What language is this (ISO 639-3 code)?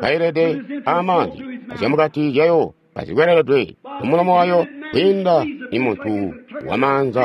toi